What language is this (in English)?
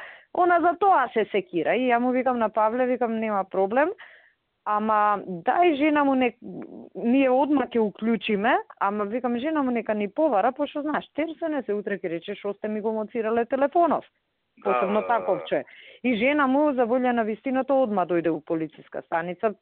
Macedonian